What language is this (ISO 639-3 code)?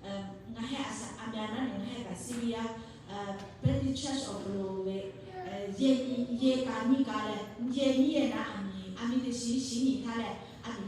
lhu